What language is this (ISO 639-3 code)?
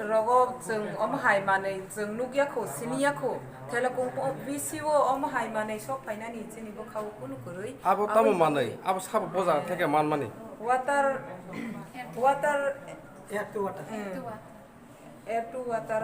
trp